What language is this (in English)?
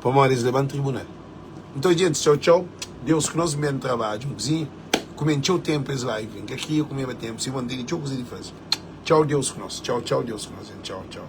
Kabuverdianu